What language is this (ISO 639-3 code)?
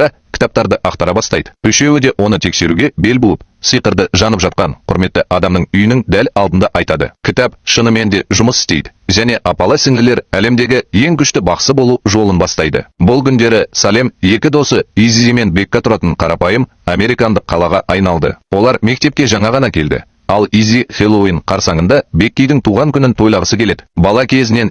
kaz